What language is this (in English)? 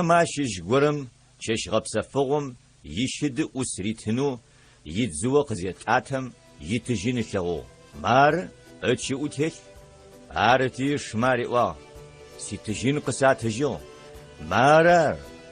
Adyghe